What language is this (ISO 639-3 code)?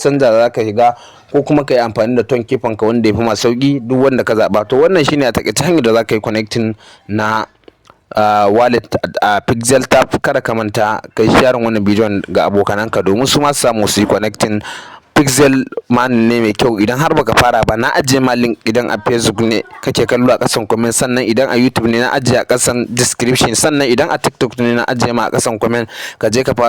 hau